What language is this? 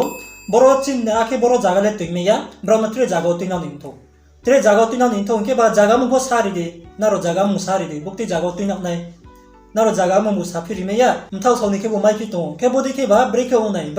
Riang (India)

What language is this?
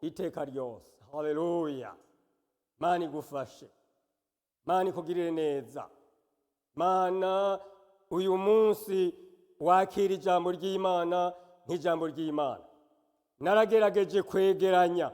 Rundi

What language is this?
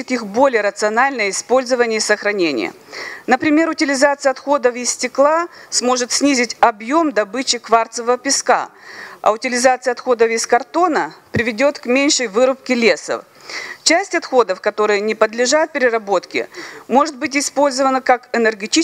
Russian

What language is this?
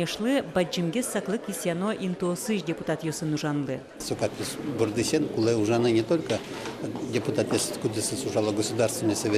Udmurt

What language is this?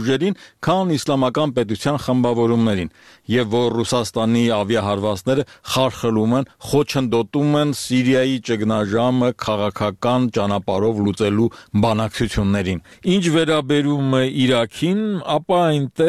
Armenian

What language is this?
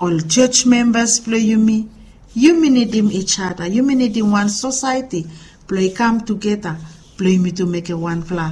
Bislama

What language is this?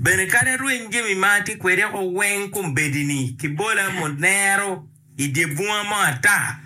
Acoli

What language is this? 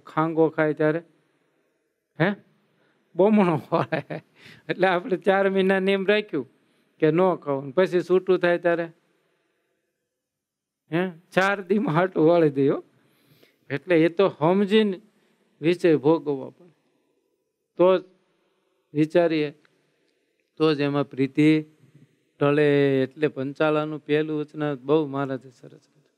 Gujarati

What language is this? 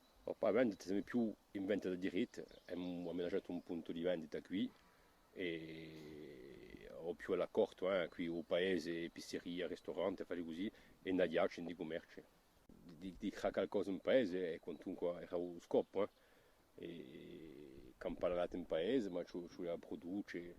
Corsican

